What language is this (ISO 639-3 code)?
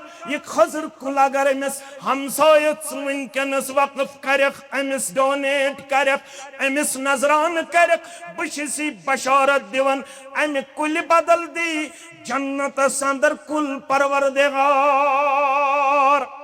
kas